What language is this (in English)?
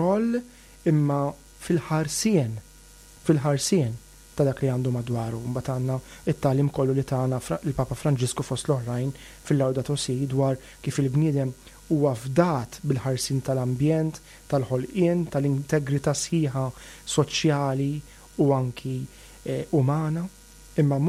Maltese